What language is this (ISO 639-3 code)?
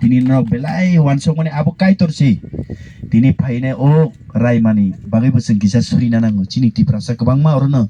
trp